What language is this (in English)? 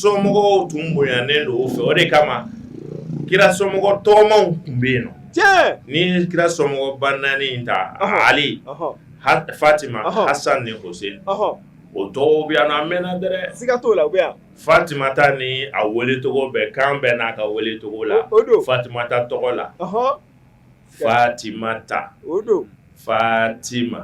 Bambara